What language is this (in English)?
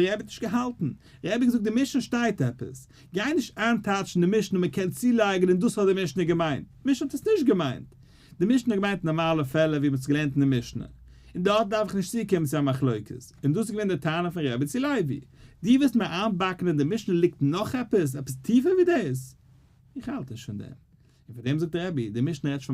Yiddish